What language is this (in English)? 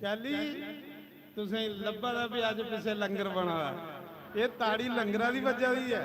Dogri